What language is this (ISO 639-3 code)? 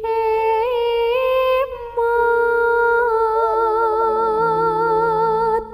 jav